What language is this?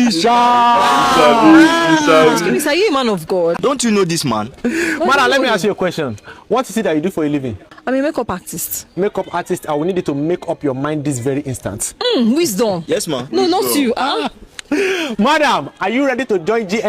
Nigerian Pidgin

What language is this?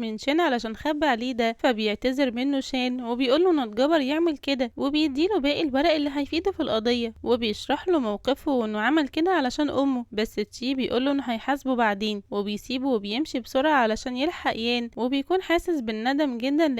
Egyptian Arabic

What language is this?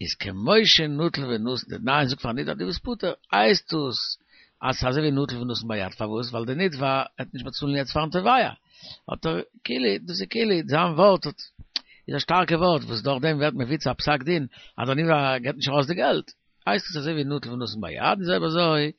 Yiddish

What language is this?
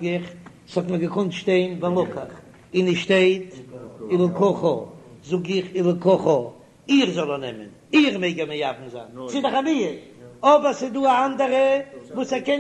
Yiddish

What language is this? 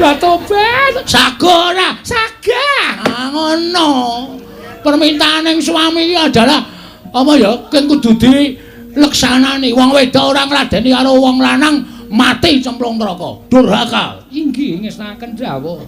Javanese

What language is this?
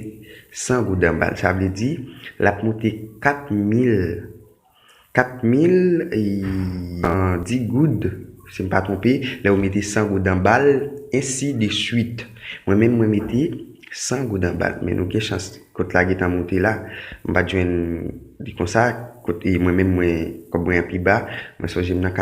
Haitian Creole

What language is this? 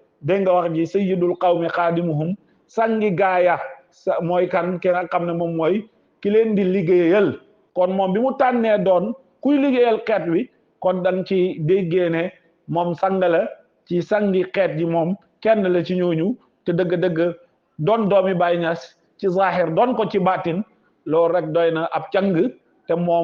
Wolof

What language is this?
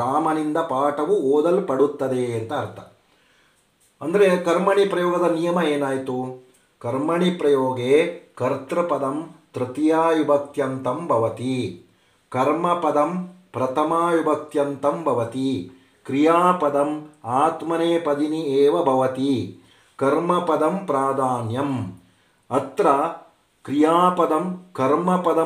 Kannada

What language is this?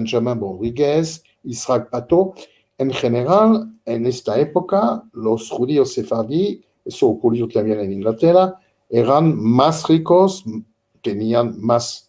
Ladino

